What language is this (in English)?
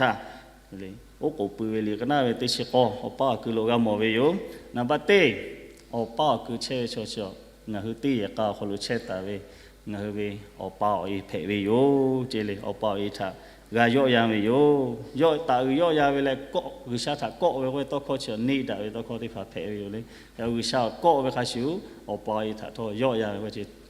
Lahu